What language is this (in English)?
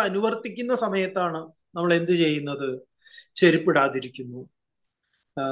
Malayalam